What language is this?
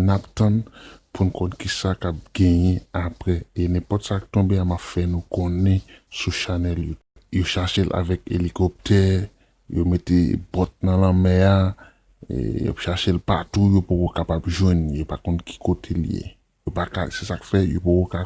Haitian Creole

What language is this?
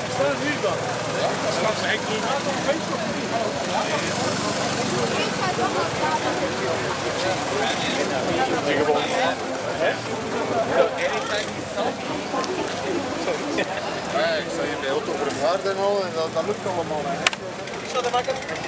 Dutch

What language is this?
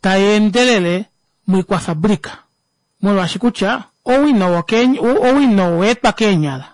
Kuanyama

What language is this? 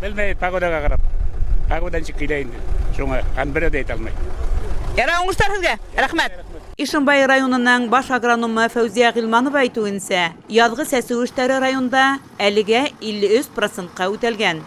Bashkir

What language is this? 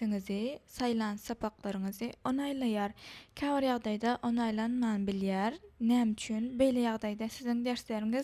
Turkmen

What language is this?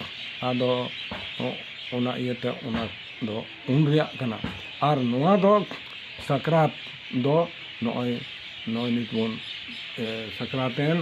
Santali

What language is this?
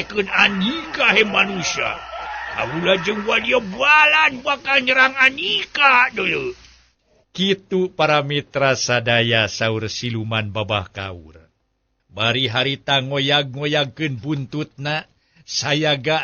Sundanese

